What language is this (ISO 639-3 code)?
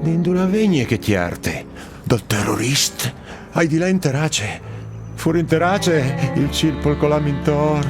fur